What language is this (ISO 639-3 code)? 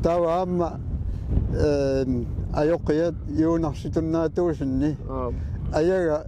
kal